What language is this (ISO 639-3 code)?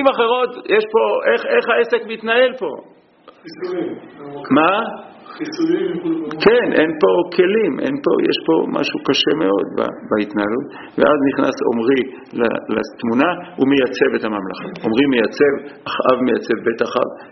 heb